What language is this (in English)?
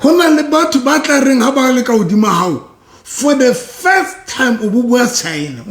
Southern Sotho